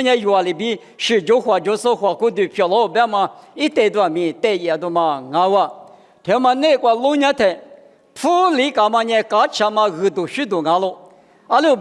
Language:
Lisu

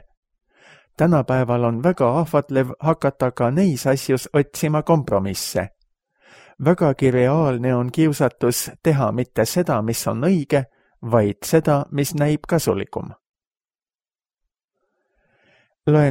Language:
Estonian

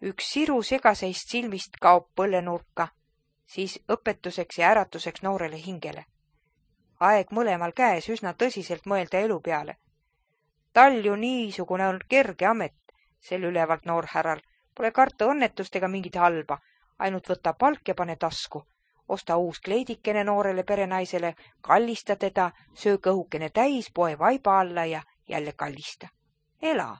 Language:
Estonian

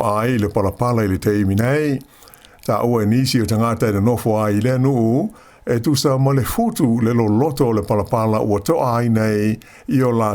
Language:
Samoan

